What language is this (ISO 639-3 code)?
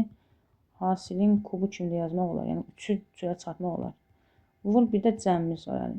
aze